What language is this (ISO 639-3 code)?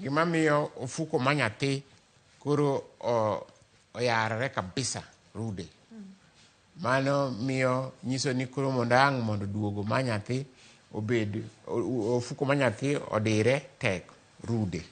luo